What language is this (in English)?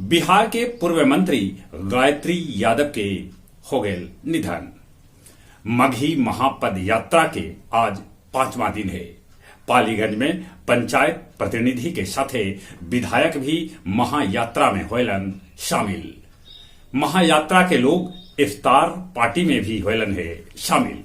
Magahi